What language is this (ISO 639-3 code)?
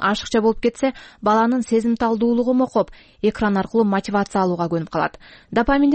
kir